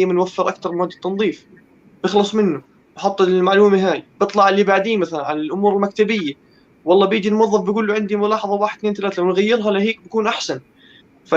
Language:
North Levantine Arabic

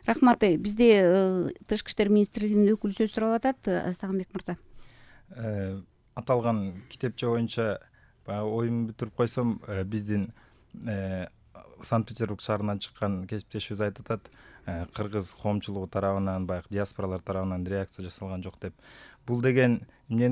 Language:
Kyrgyz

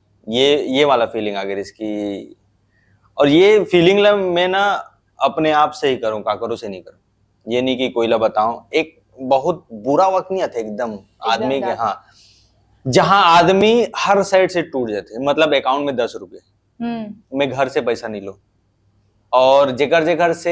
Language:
Chhattisgarhi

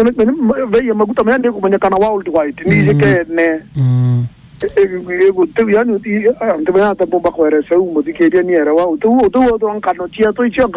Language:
Meru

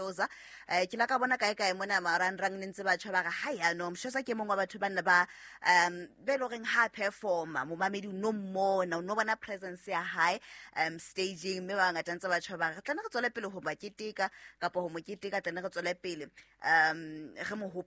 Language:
Southern Sotho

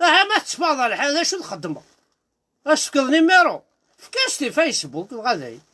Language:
Kabyle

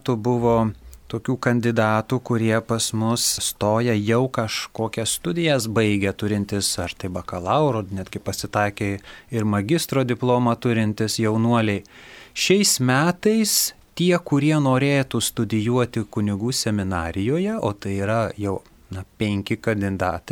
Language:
Lithuanian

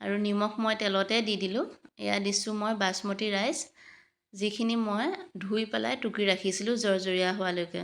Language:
Assamese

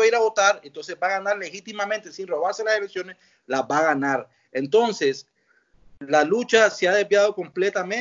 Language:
Spanish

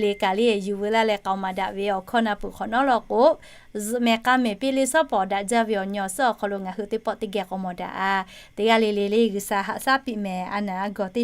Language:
Lahu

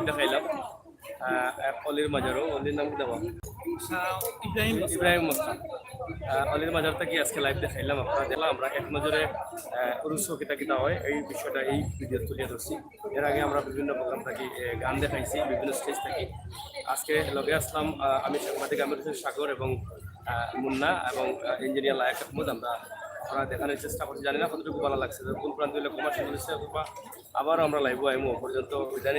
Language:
Sylheti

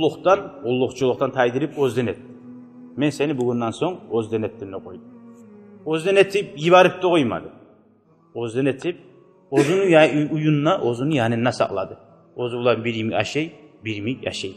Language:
Kumyk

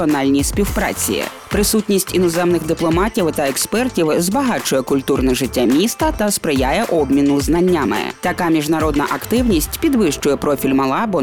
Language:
Ukrainian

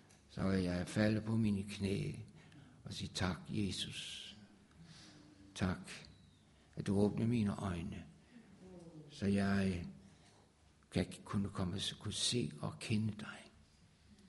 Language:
Danish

